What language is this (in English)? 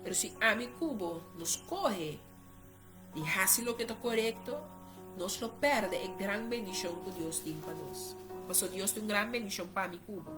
Papiamento